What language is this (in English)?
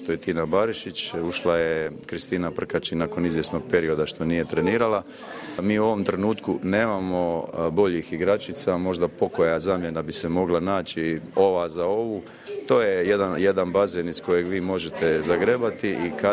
Croatian